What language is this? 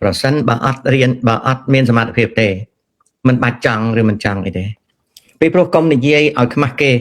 Khmer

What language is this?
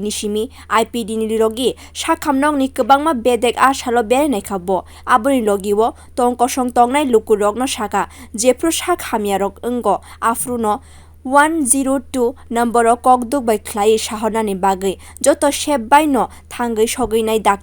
Kok Borok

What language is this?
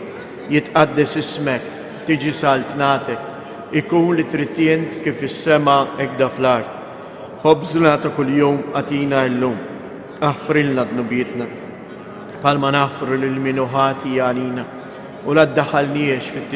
Maltese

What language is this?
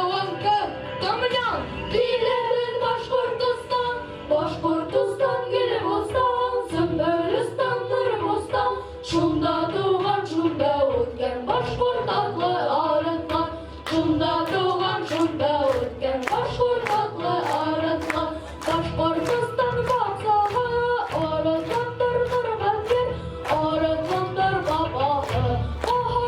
Bashkir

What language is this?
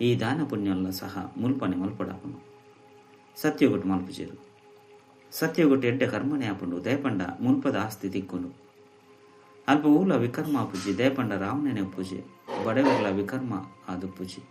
Tulu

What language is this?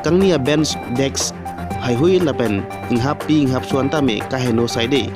Karbi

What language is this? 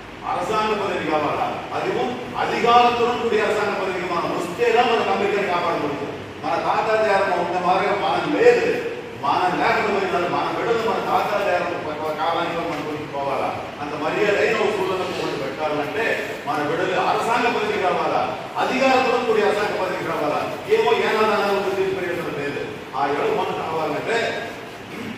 Telugu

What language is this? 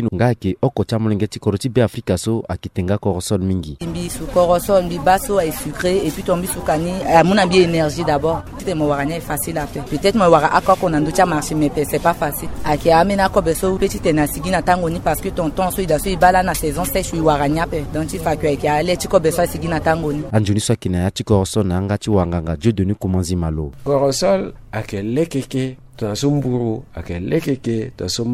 Sango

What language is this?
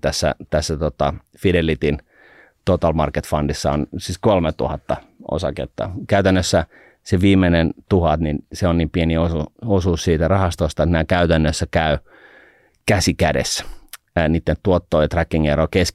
Finnish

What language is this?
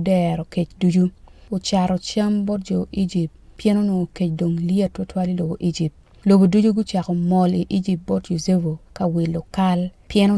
Acoli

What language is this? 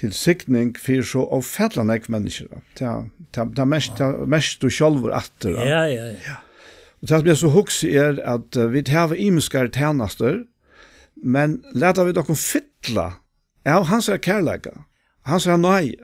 Faroese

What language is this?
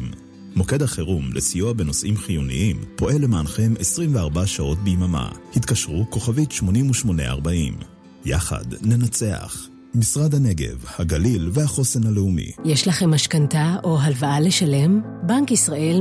Hebrew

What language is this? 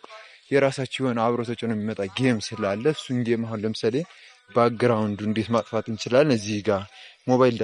Amharic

